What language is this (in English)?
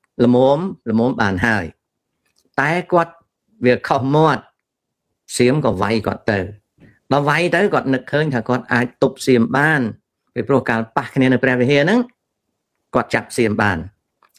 Khmer